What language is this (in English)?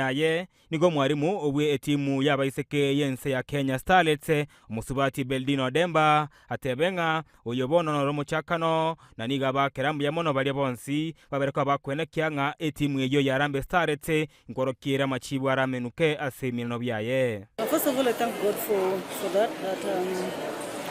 Gusii